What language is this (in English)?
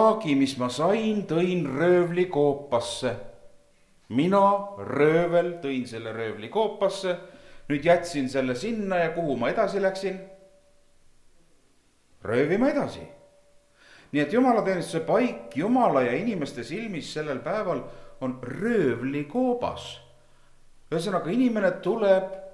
Estonian